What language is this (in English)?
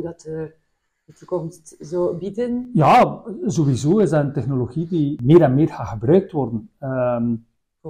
Dutch